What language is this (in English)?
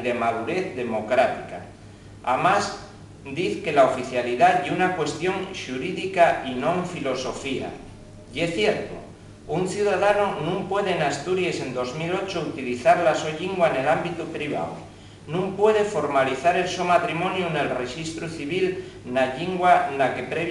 Asturian